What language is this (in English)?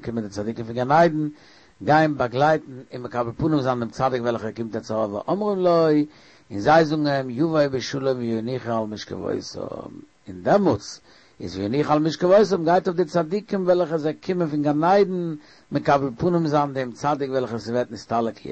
Yiddish